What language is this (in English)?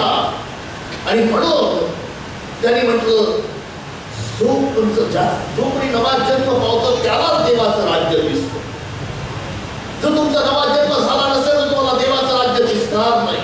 Marathi